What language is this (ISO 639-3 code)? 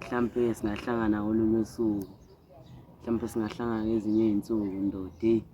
zul